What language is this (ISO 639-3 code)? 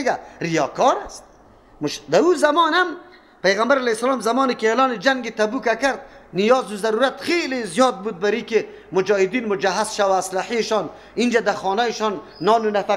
fas